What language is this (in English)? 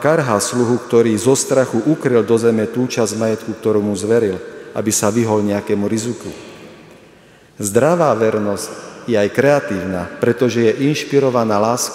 Slovak